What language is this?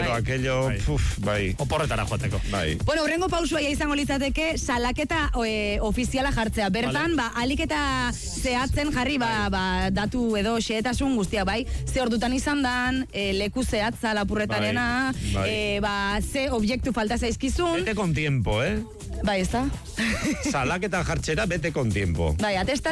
Basque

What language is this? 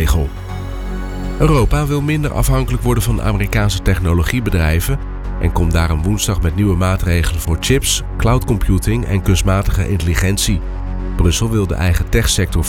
Dutch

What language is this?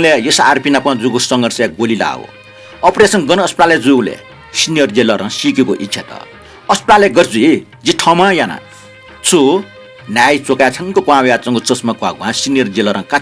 Newari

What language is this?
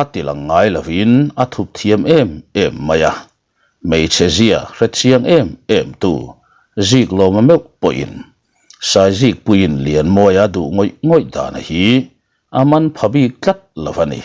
Mizo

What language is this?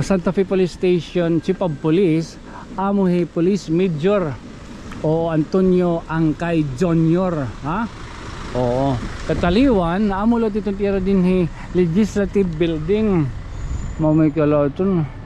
Waray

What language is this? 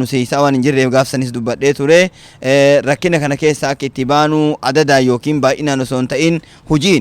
Oromo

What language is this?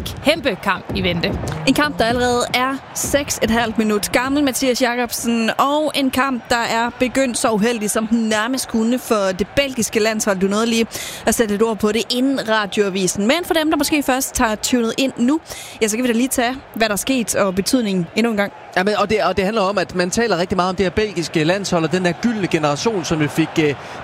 Danish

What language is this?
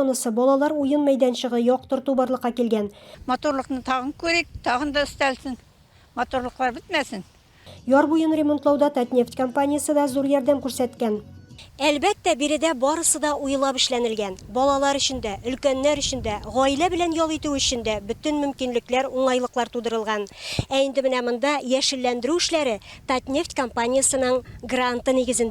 Tatar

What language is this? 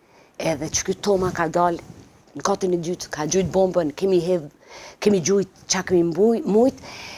Albanian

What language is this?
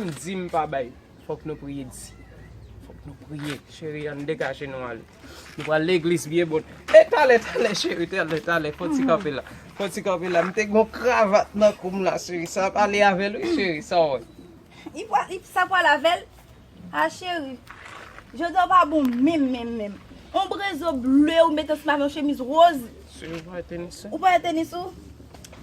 Haitian Creole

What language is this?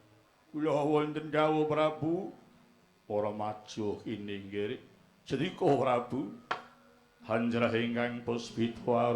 Javanese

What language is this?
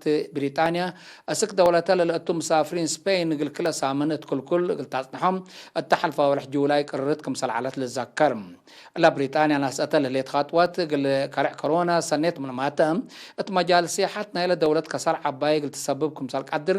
Tigre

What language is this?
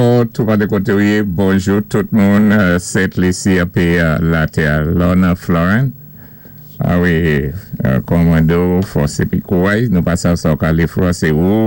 Saint Lucian Creole French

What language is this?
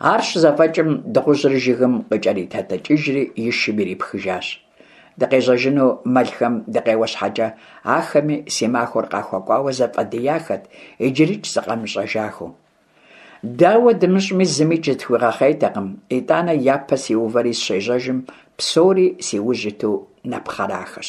Kabardian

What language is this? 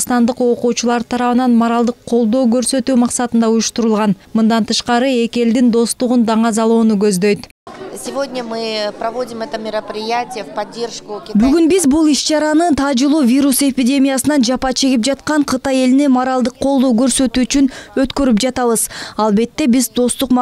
Kyrgyz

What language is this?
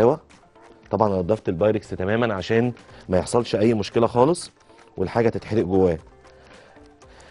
Egyptian Arabic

